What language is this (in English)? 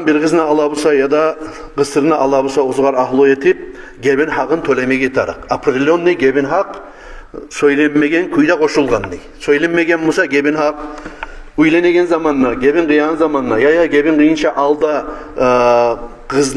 Kumyk